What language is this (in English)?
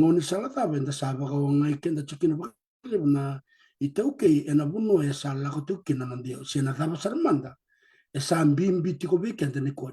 Fijian